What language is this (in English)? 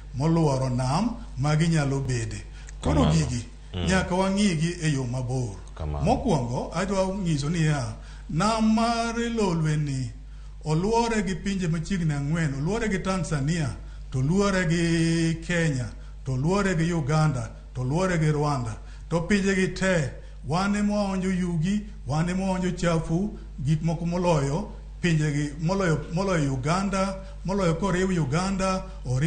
Luo (Kenya and Tanzania)